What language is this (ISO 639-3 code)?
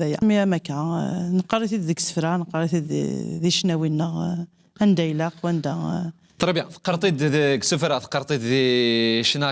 kab